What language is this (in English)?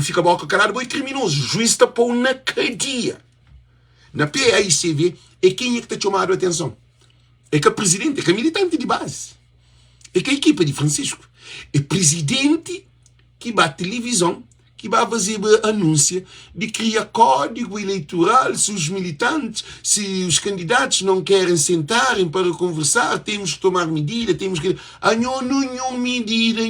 Kabuverdianu